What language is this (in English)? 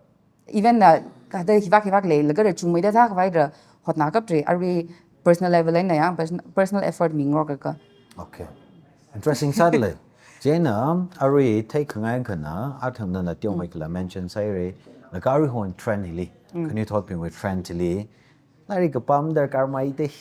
Tangkhul Naga (India)